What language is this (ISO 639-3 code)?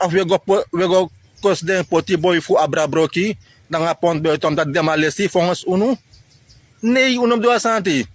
srn